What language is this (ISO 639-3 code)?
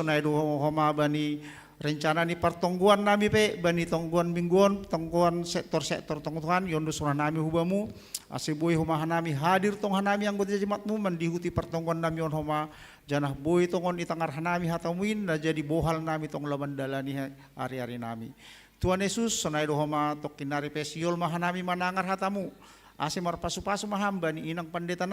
bts